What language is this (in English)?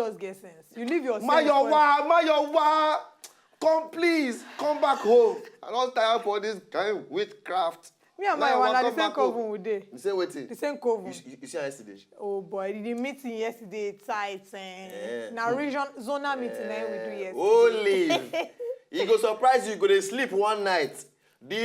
Nigerian Pidgin